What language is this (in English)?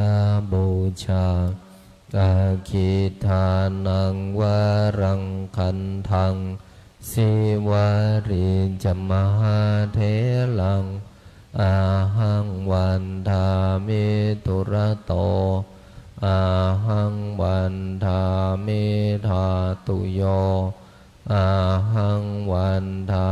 Pali